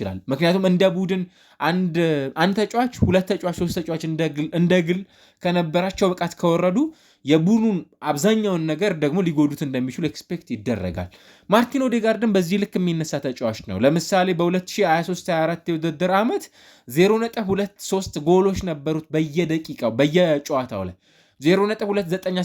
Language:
Amharic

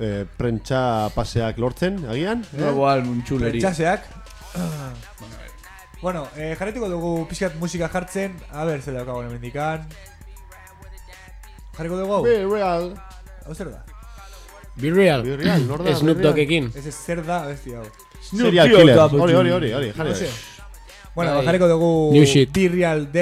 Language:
Basque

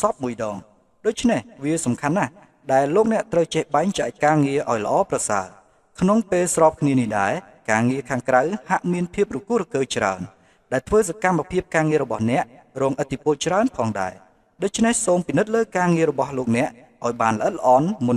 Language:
Khmer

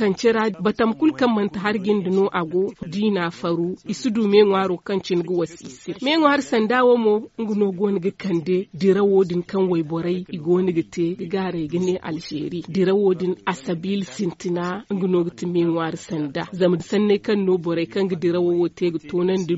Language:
Zarma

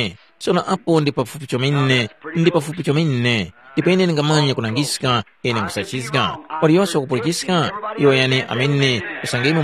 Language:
Tumbuka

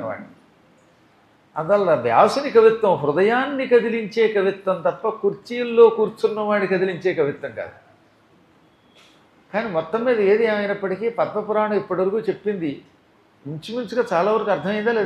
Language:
Telugu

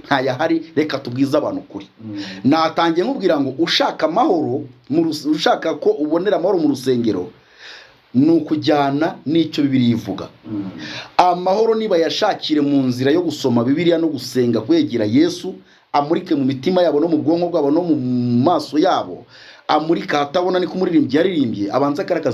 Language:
Kinyarwanda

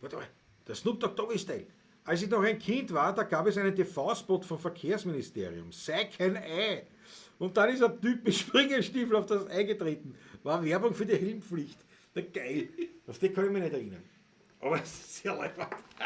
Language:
Bavarian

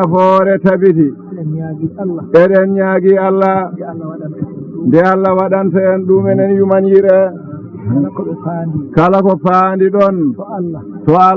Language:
Fula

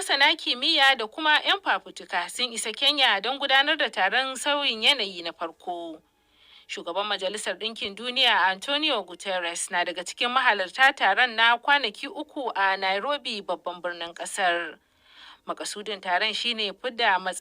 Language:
Hausa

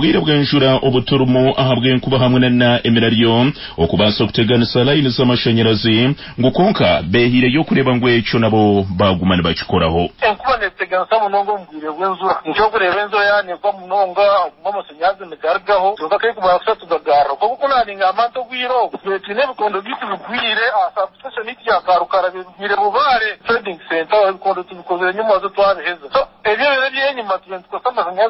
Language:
Nyankole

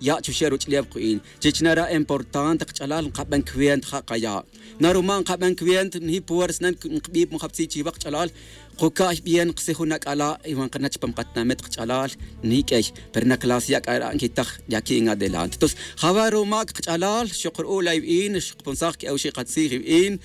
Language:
Tz'utujil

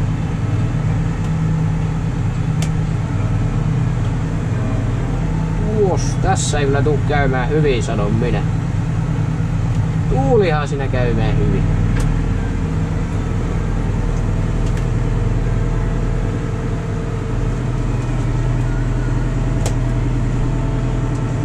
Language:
Finnish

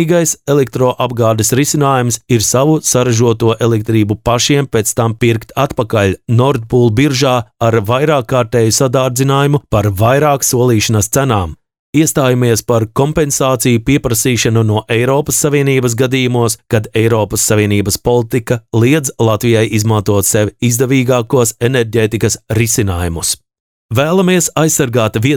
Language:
Latvian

